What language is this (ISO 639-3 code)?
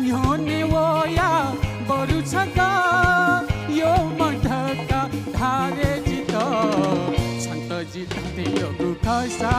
new